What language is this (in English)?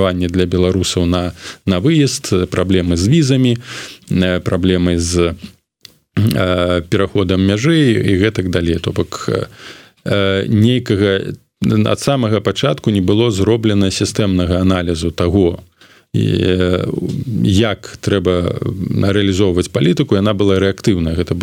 Belarusian